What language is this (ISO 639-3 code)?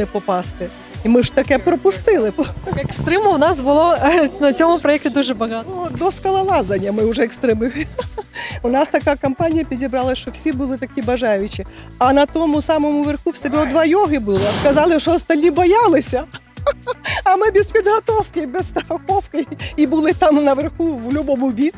ukr